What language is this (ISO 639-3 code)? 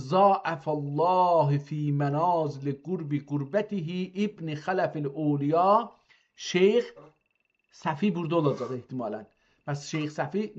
azb